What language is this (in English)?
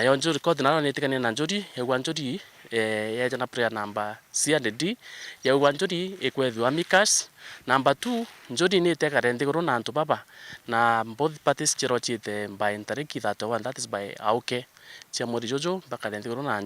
Meru